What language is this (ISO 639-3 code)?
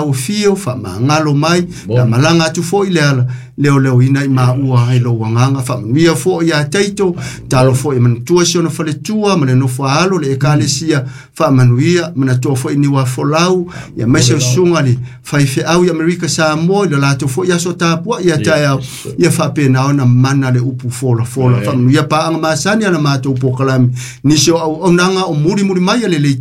smo